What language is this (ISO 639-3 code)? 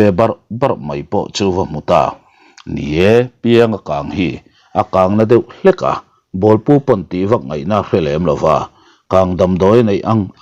lus